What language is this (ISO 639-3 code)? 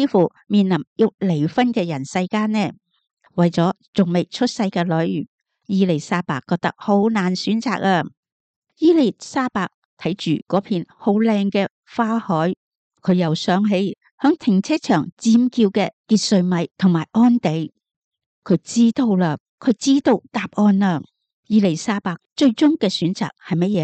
yue